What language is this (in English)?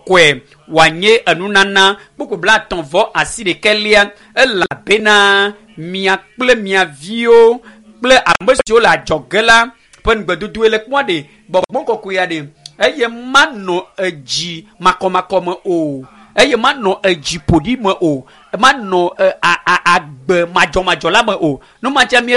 Ewe